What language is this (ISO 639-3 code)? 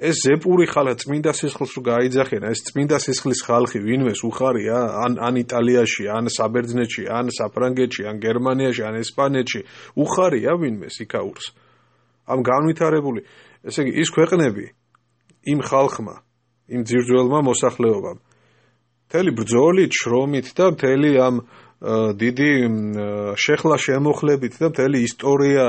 kat